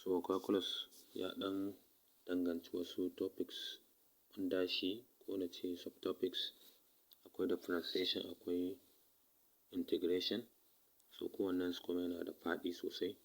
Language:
Hausa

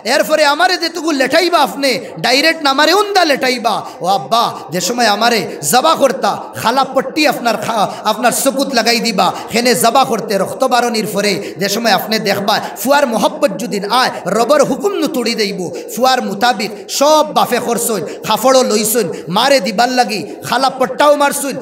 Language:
Sylheti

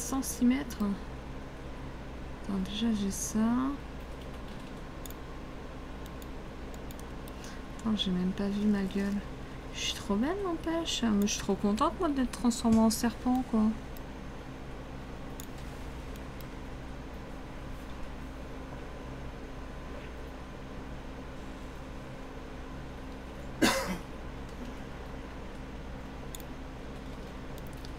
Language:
French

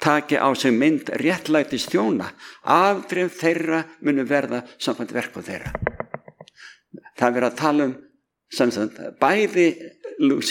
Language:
Icelandic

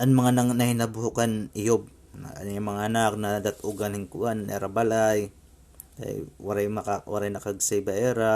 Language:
Waray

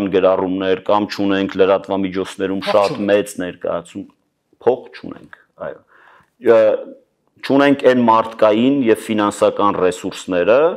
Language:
Armenian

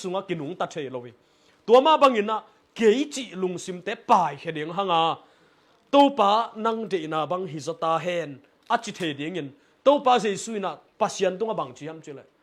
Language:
Tedim Chin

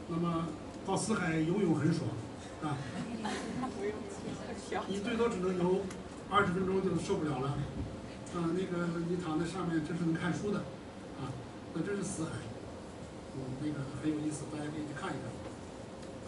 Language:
Chinese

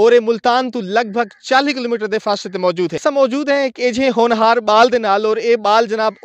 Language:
Saraiki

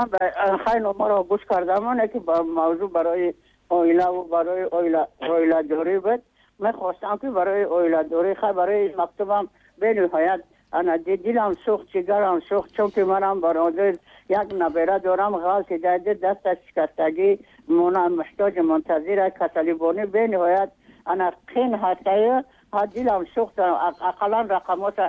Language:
Tajik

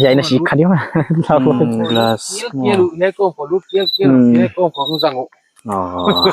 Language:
Paite Chin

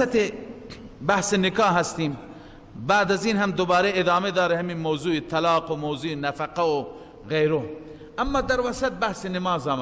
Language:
Persian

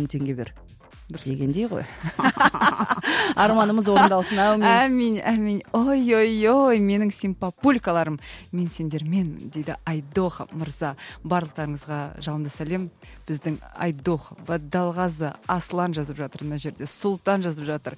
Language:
Kazakh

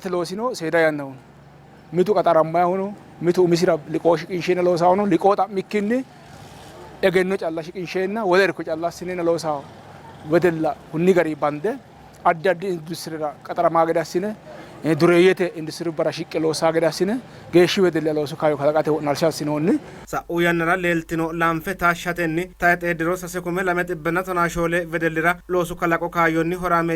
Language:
Sidamo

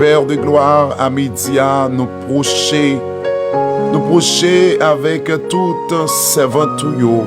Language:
Haitian Creole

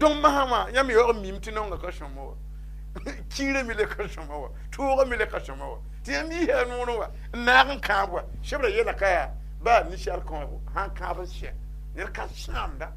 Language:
Mossi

